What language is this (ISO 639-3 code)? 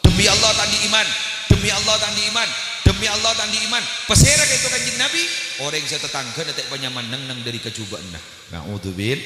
mad